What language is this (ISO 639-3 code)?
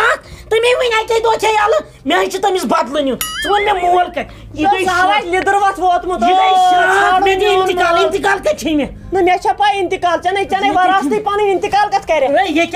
kas